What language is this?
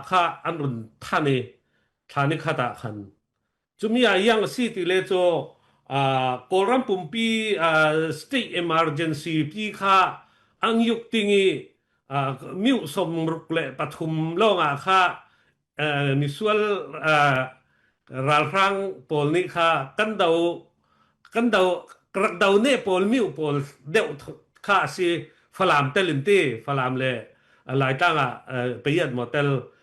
Falam Chin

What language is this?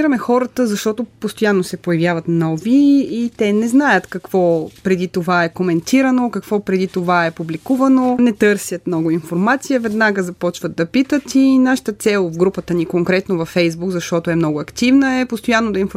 Bulgarian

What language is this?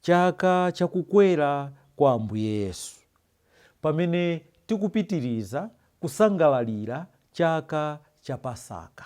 Nyanja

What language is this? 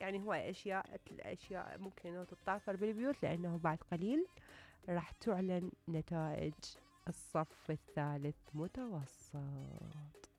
Mesopotamian Arabic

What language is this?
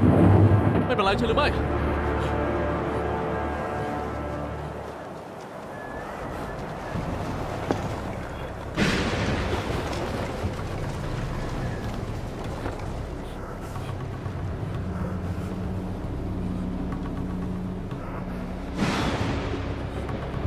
Thai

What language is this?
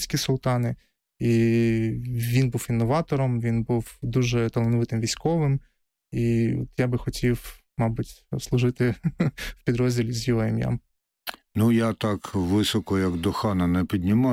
Ukrainian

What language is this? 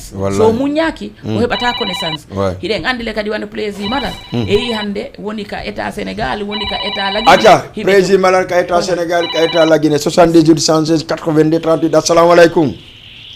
Fula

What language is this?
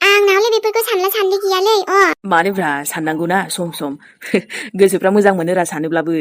Bodo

